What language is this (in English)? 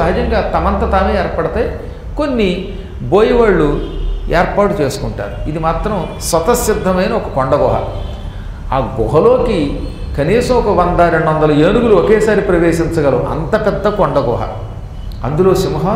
Telugu